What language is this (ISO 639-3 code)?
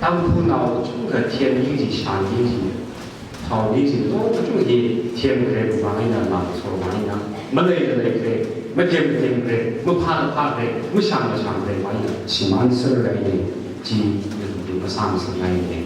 nmf